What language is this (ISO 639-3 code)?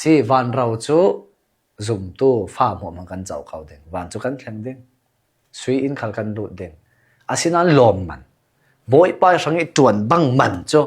cnh